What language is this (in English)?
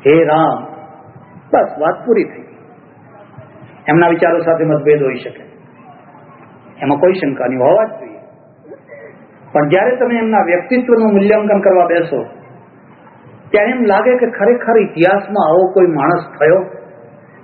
Gujarati